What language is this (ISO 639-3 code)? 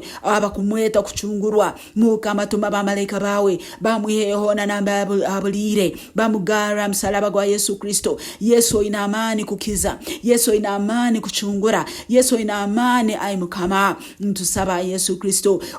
nyn